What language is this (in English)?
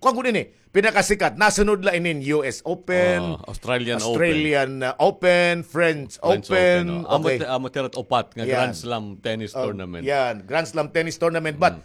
Waray